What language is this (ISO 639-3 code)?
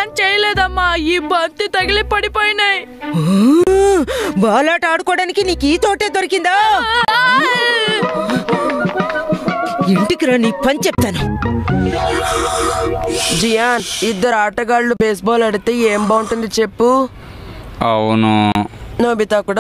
tel